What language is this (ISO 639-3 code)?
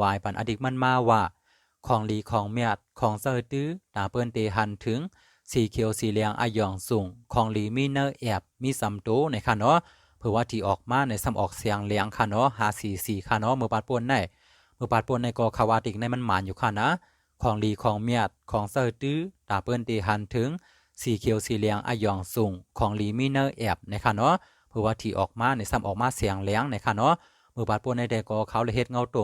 shn